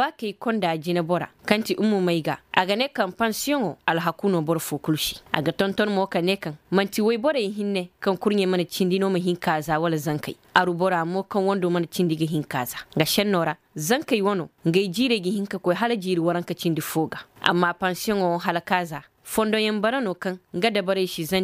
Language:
Koyraboro Senni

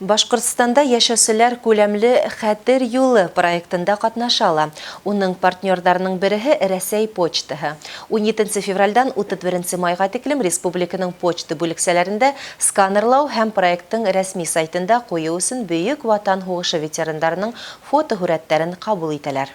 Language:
Bashkir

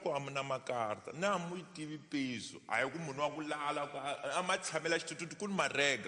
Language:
Tsonga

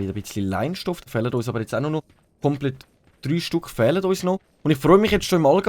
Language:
Swiss German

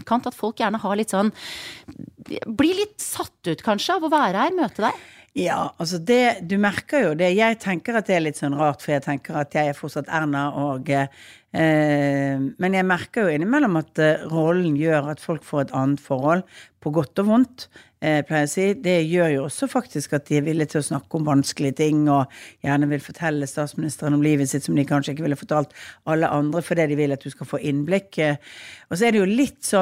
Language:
Norwegian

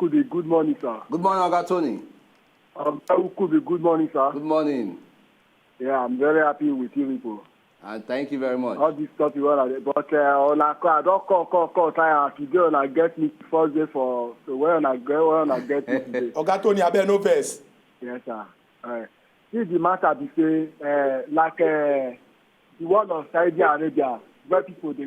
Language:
Nigerian Pidgin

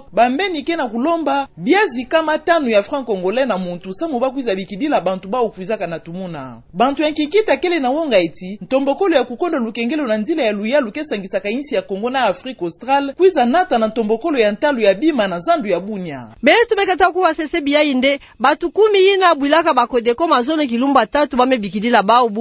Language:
Kituba (Democratic Republic of Congo)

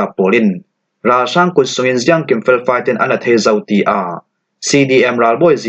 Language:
Falam Chin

